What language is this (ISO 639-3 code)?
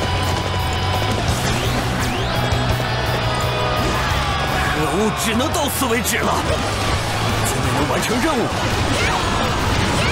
zho